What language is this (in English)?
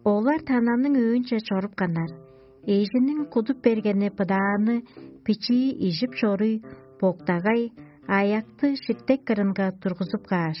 Tuvinian